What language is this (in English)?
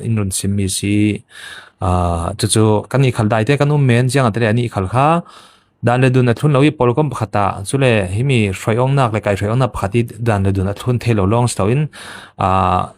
Falam Chin